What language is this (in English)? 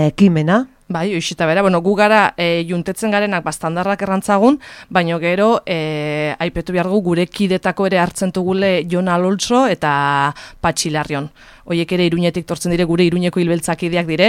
Basque